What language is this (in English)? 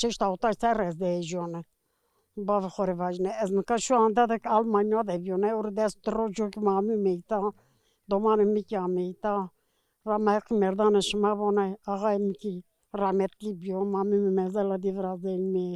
Zaza